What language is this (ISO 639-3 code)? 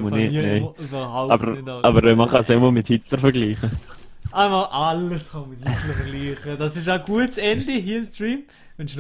gsw